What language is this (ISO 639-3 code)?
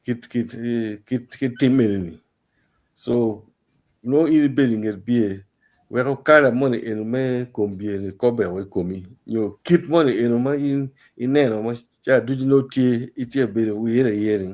ach